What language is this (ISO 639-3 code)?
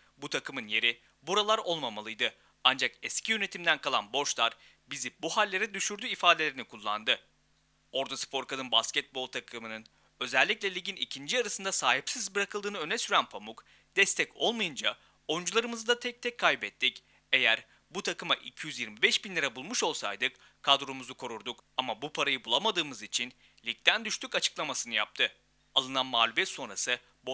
tur